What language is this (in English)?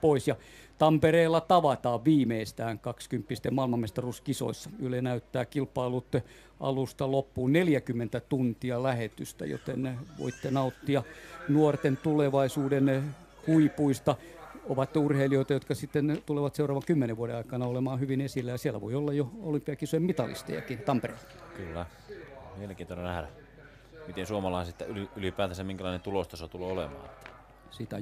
Finnish